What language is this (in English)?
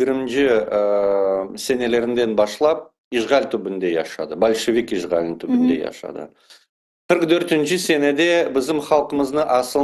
Crimean Tatar